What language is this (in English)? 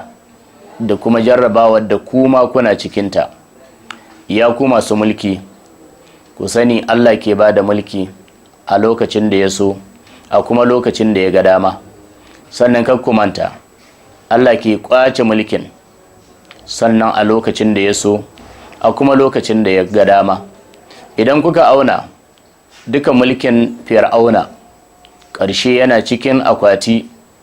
Hausa